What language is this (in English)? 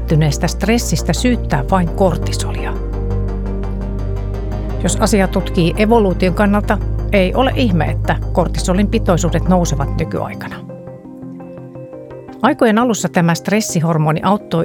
Finnish